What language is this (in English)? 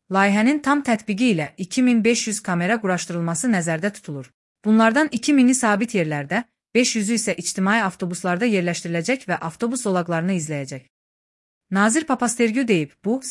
Azerbaijani